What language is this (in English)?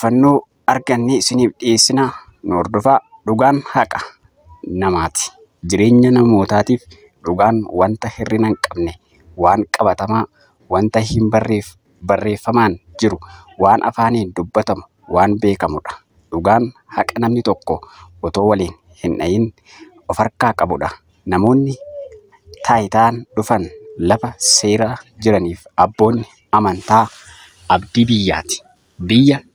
Oromo